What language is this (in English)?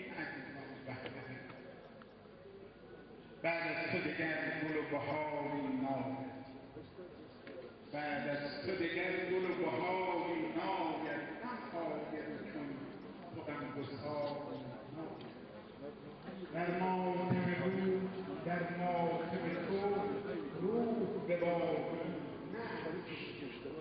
Persian